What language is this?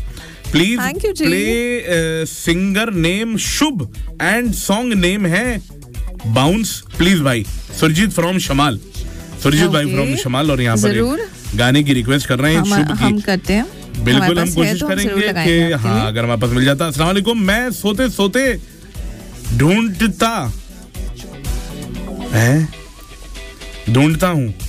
Hindi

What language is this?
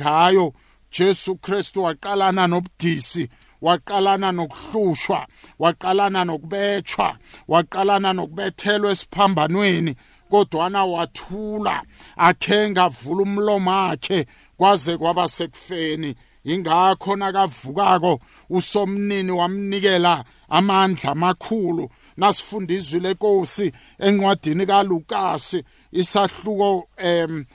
South Ndebele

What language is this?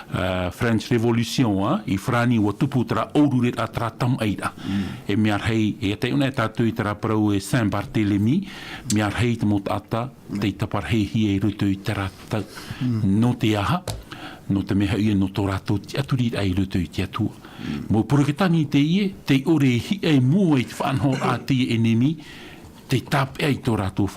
Tahitian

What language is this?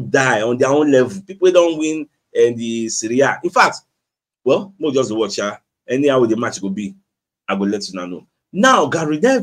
Nigerian Pidgin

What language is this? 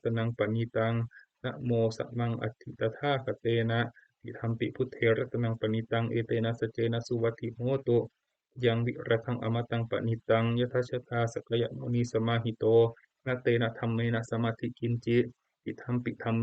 Pali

